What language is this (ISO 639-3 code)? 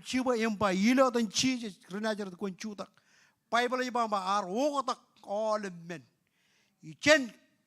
mah